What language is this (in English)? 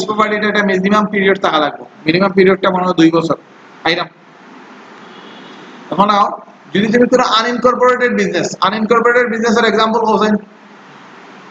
Sylheti